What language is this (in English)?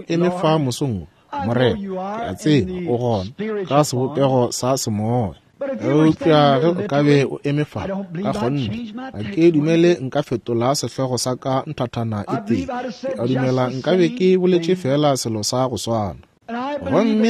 Northern Sotho